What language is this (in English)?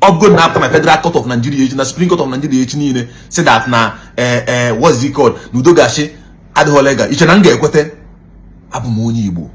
Igbo